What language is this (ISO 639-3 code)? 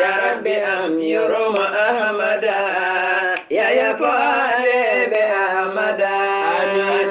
ful